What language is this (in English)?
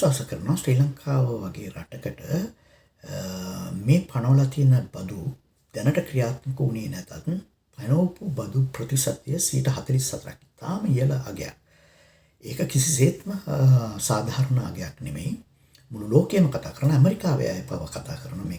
Sinhala